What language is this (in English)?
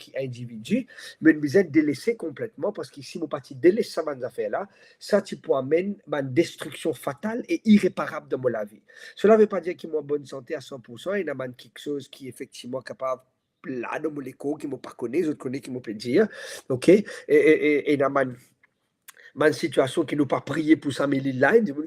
Morisyen